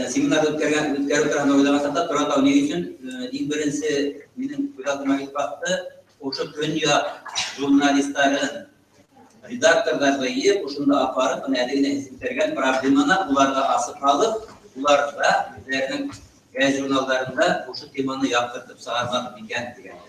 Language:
Bashkir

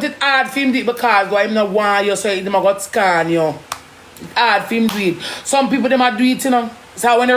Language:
Jamaican Creole English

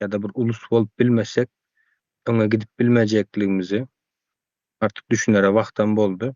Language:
Turkmen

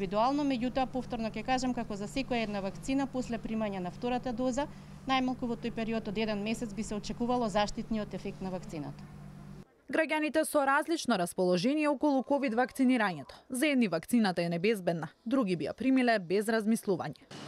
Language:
Macedonian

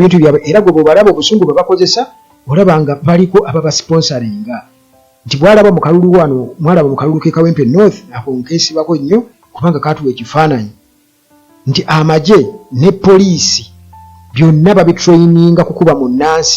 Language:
Ganda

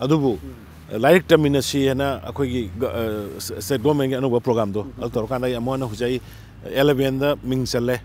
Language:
Manipuri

